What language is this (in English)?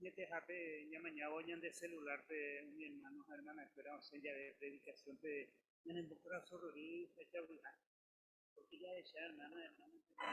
Guarani